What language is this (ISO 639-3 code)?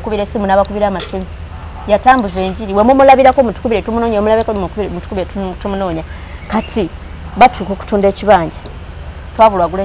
lug